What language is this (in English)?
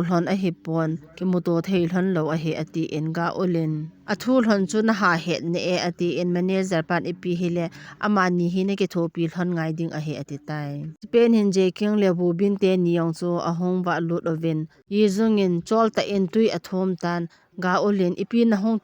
Thado Chin